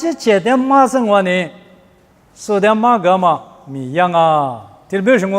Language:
Lisu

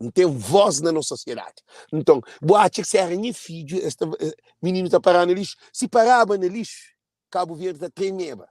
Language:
Kabuverdianu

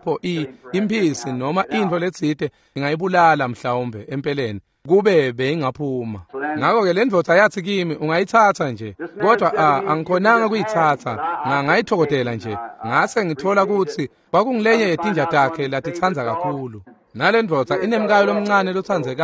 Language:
Swati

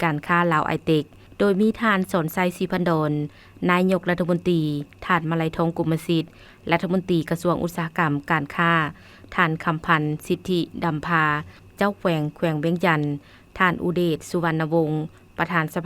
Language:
Lao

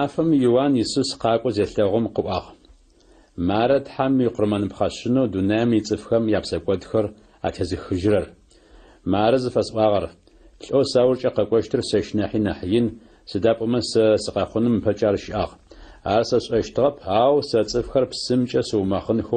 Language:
Adyghe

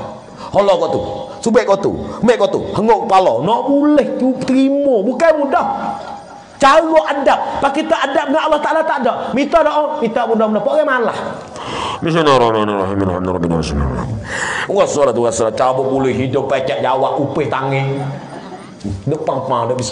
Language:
Malay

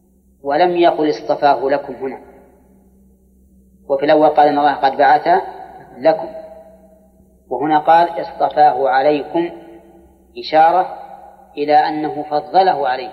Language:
Arabic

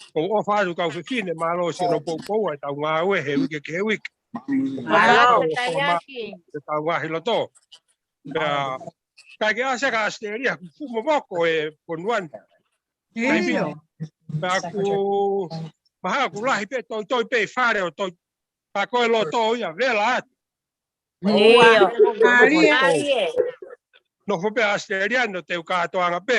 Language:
Tongan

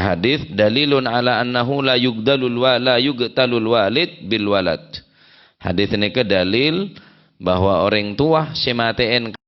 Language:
Madurese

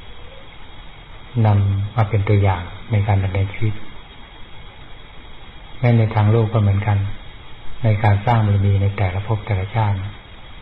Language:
Thai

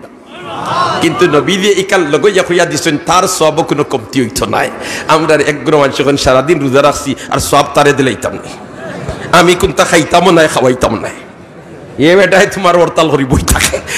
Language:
Sylheti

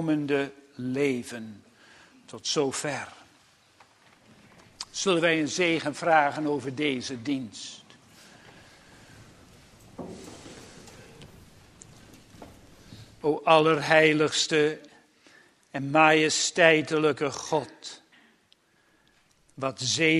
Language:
Dutch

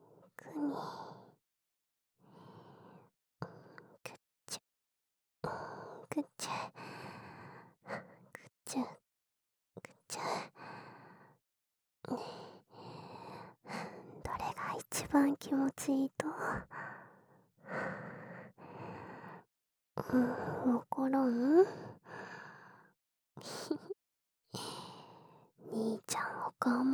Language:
Japanese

